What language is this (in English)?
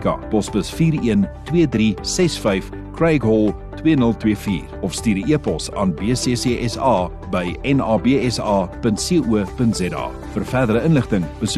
Afrikaans